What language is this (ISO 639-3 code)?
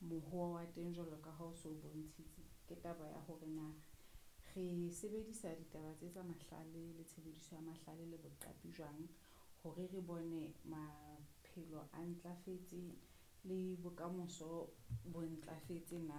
sot